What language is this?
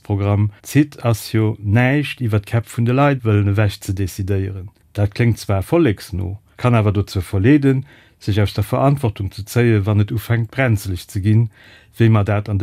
Luxembourgish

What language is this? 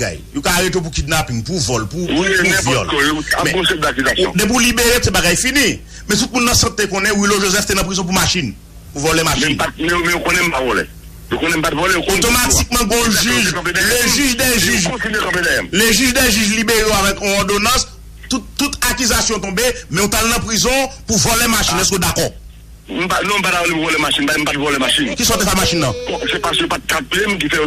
Haitian Creole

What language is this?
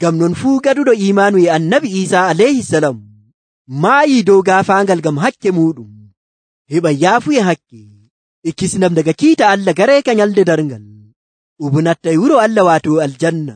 Nigerian Fulfulde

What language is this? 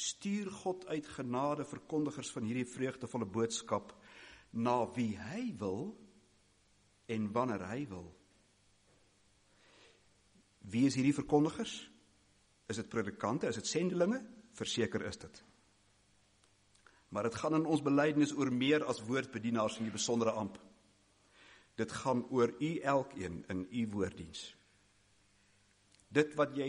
Afrikaans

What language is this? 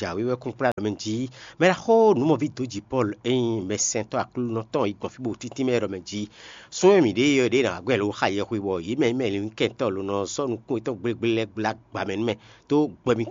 Fon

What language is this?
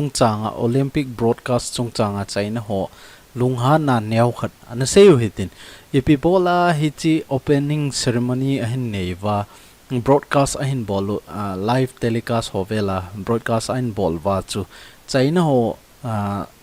Thado Chin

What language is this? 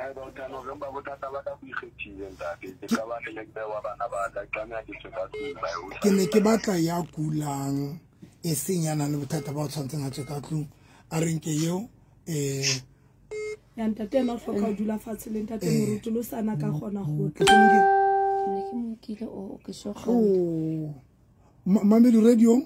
Southern Sotho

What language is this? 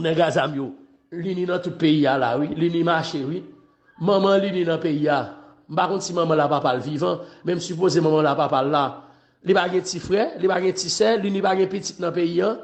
Haitian Creole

